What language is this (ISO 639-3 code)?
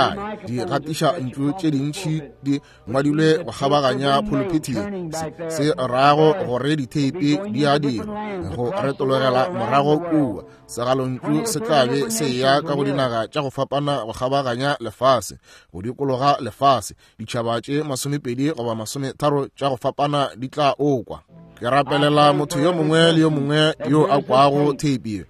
nso